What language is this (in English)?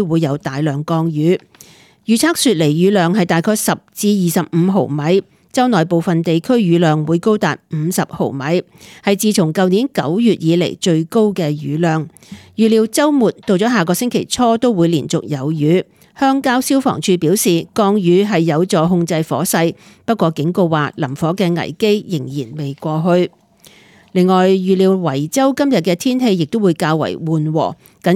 Cantonese